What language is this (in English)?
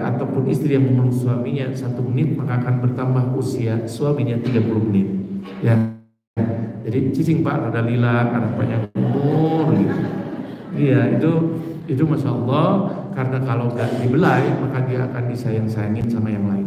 Indonesian